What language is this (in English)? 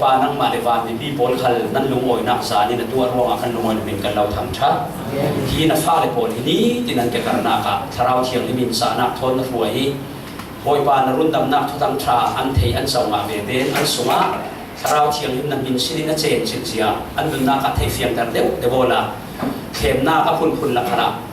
Falam Chin